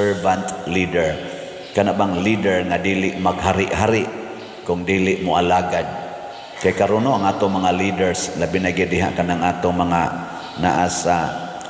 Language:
Cebuano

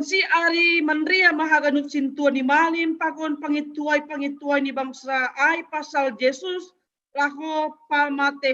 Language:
Batak Simalungun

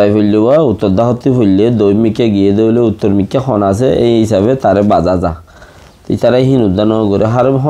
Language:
Rohingya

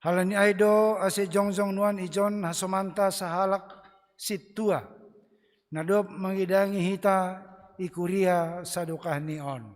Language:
Batak Simalungun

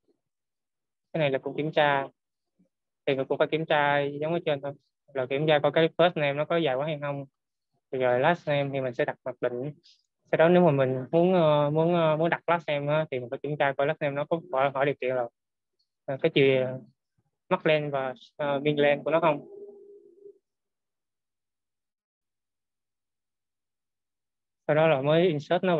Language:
Vietnamese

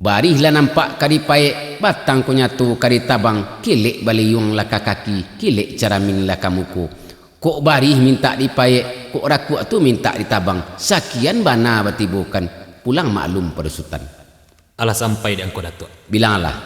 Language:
Minangkabau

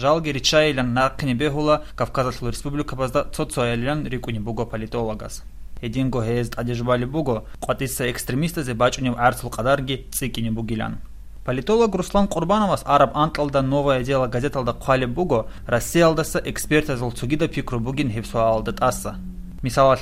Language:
Avaric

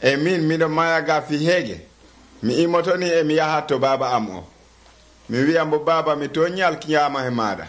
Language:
Nigerian Fulfulde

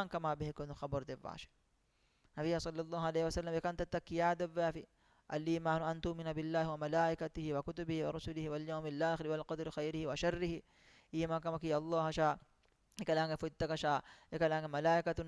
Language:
Divehi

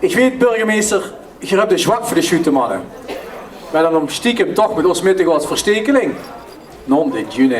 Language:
Limburgish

